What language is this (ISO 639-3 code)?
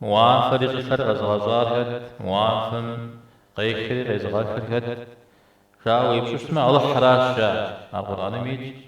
kbd